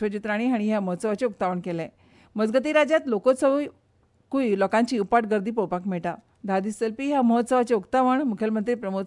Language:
Konkani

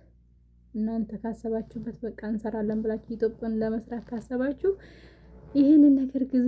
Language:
Amharic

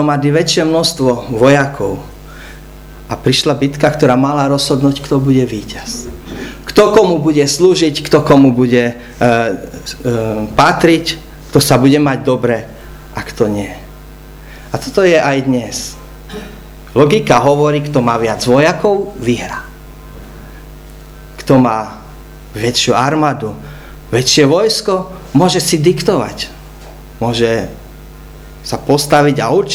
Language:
Slovak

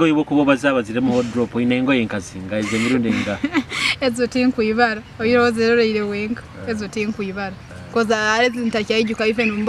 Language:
Nyoro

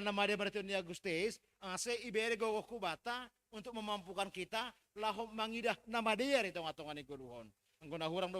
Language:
Batak Simalungun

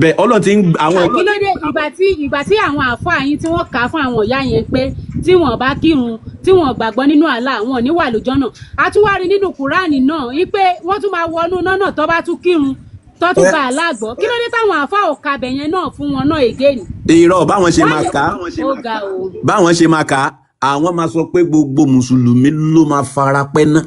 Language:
Yoruba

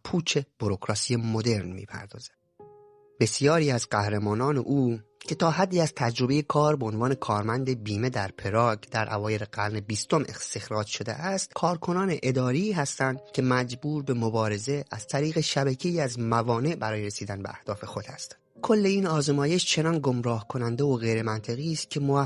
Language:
Persian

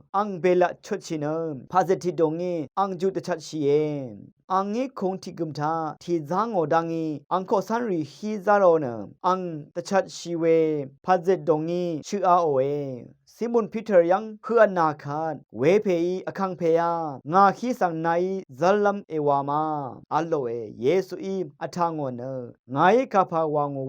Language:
Rawang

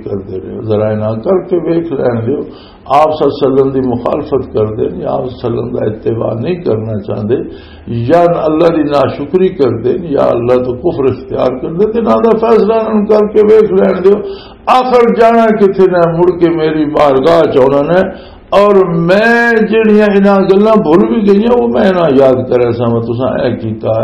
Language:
Western Panjabi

